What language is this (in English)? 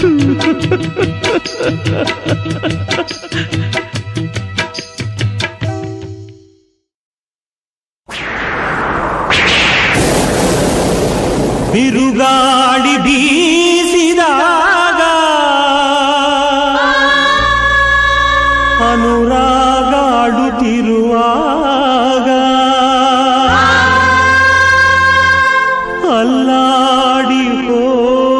Kannada